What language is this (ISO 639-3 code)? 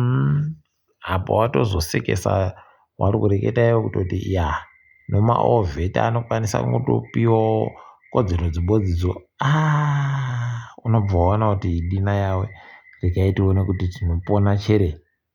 ndc